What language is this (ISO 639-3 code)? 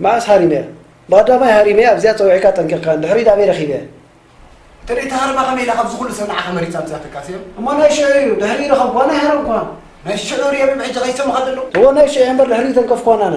tir